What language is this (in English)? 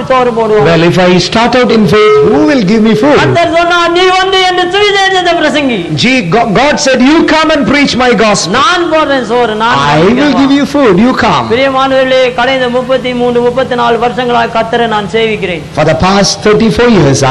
Tamil